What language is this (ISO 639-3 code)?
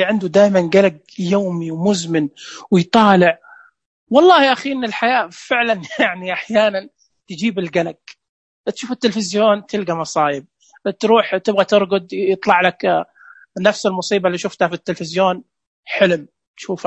ars